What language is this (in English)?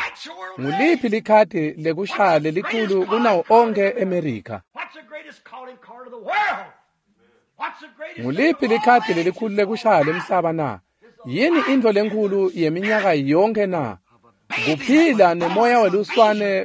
Swati